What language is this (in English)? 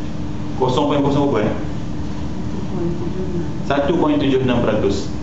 Malay